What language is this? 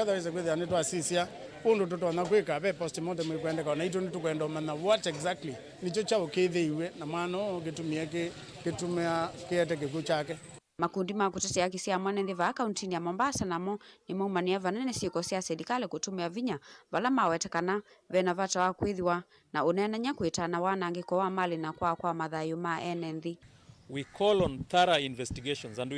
Kamba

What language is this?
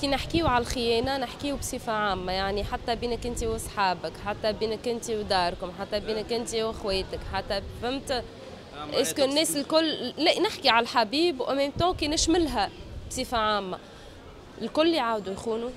Tunisian Arabic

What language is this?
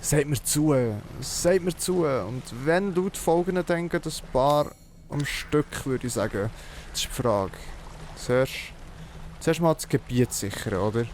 Swiss German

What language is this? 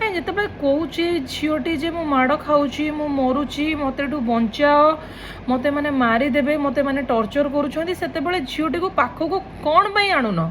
Odia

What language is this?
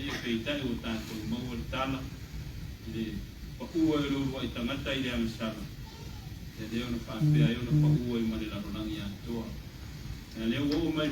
Samoan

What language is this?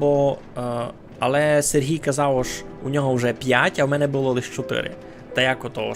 Rusyn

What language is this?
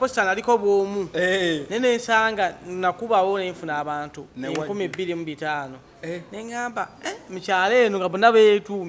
Ganda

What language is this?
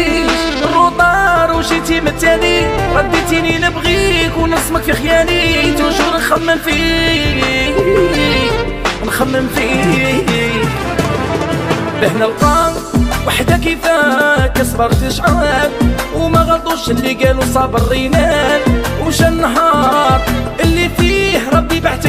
Algerian Arabic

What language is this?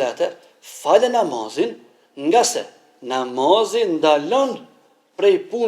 Albanian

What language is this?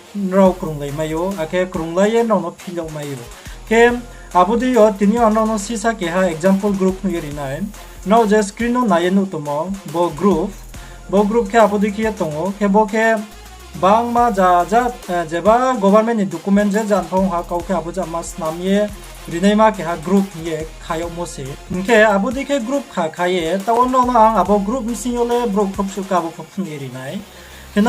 Riang (India)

